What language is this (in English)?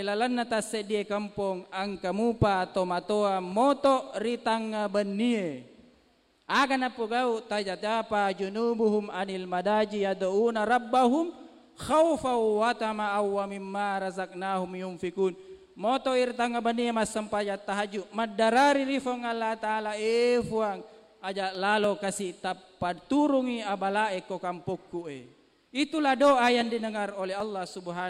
Buginese